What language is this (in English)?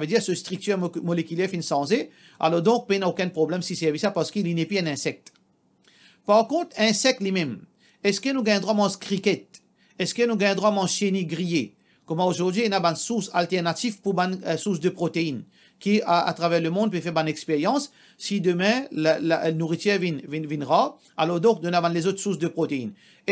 Morisyen